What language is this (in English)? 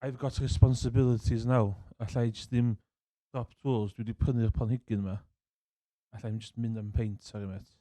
Welsh